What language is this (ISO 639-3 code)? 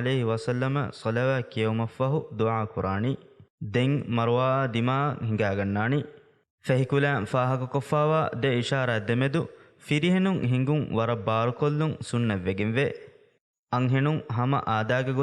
div